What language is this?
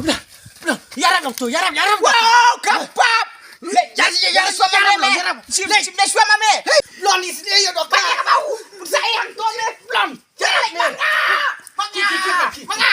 Khasi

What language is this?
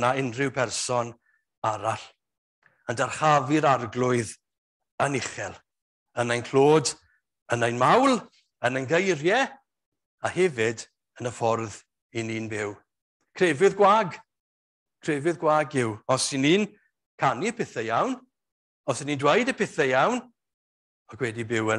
Welsh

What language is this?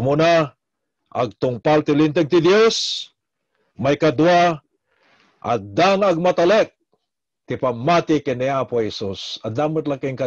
Iloko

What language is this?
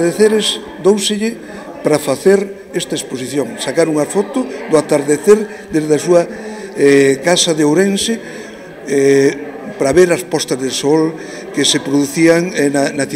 Galician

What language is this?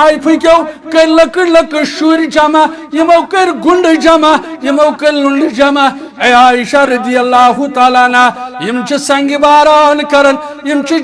Kashmiri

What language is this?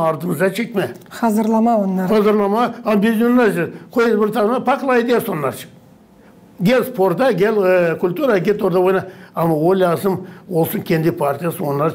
Gagauz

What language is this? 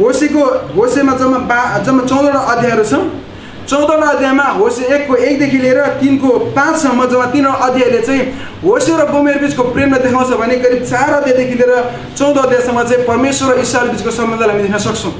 Nepali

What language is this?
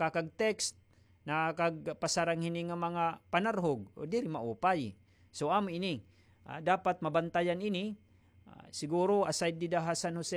Waray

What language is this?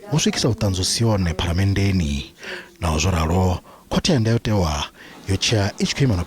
Venda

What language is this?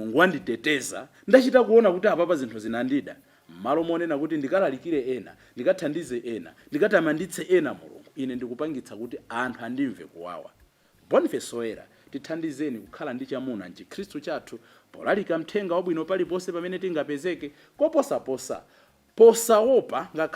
Nyanja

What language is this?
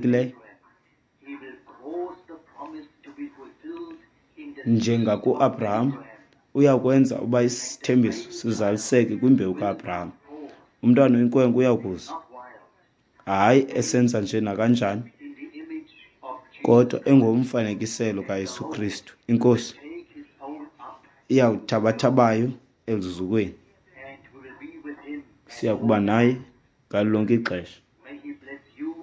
Xhosa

